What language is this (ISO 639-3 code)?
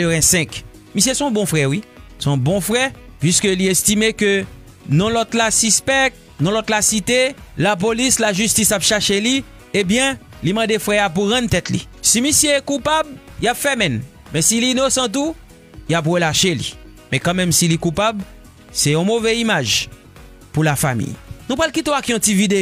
hat